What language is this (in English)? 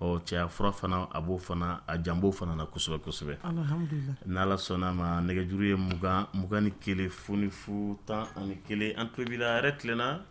Dyula